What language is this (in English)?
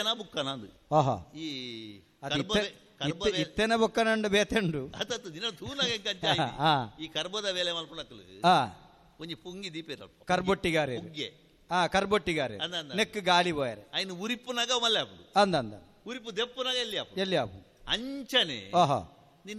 Tulu